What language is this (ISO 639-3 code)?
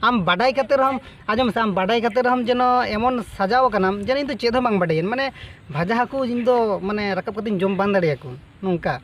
sat